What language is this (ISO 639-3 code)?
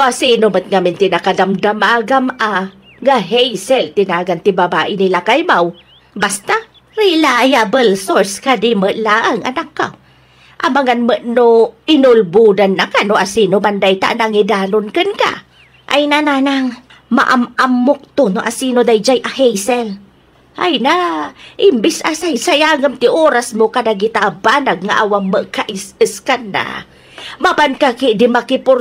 ilo